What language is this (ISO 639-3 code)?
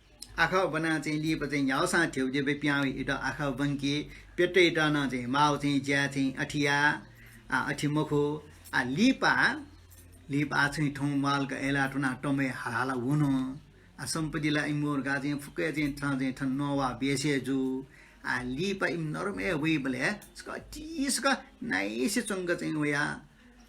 new